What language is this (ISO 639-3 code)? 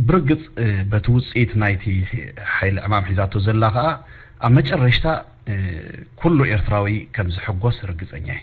tir